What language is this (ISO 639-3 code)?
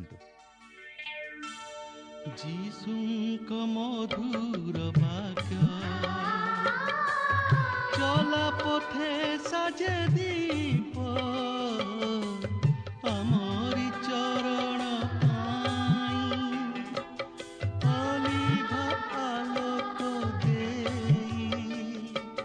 ori